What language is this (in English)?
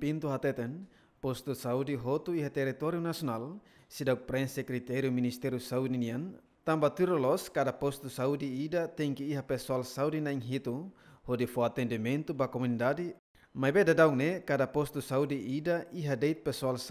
Tetum